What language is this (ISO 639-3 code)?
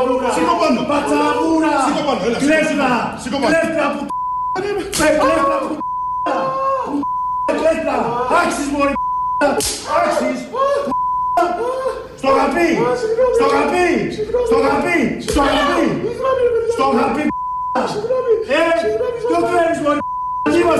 ell